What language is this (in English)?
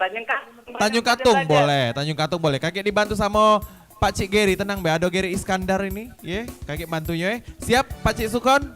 Musi